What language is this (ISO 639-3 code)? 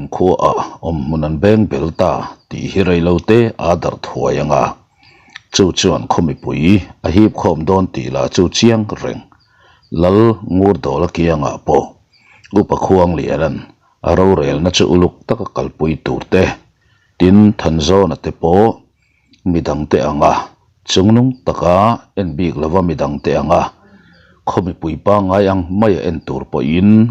lus